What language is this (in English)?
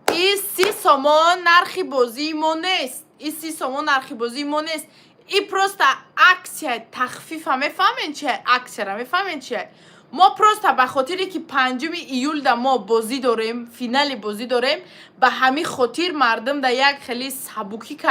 Tajik